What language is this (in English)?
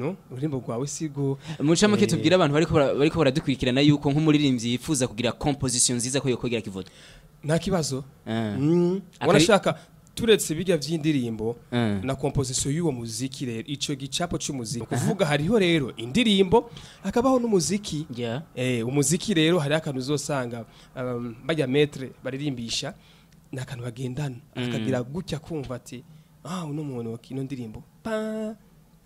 Rundi